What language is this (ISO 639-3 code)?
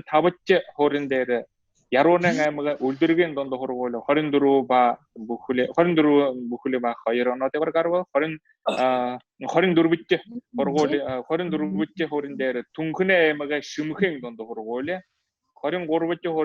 bua